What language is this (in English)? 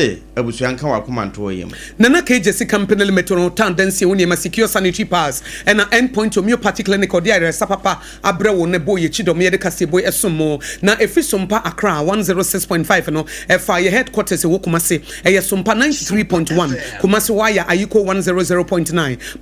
Akan